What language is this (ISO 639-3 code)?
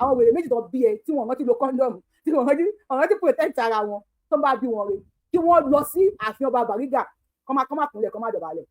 yor